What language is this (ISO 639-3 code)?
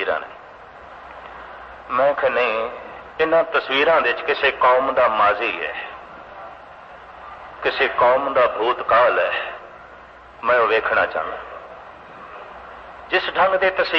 pan